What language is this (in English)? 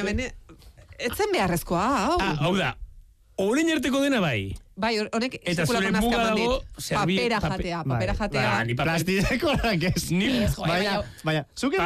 Basque